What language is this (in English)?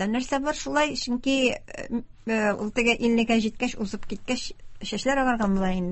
Tatar